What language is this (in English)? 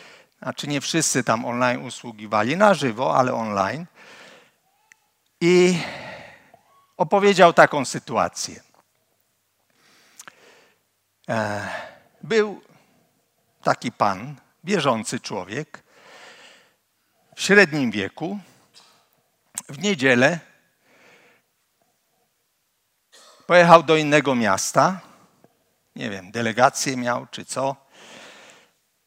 Polish